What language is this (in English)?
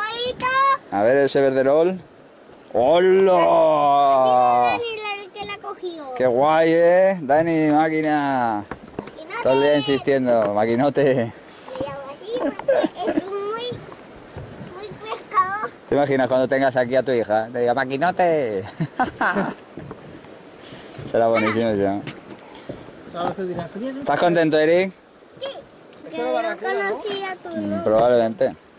Spanish